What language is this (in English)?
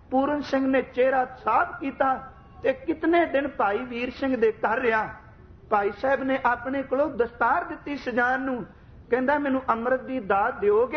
Punjabi